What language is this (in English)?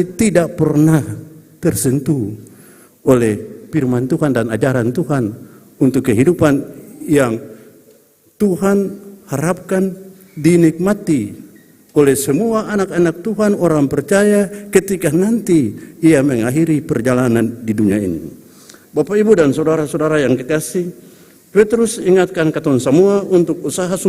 Ambonese Malay